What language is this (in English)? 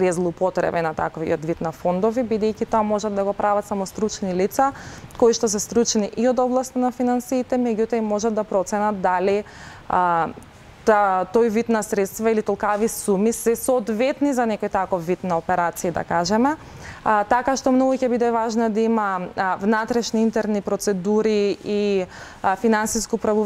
Macedonian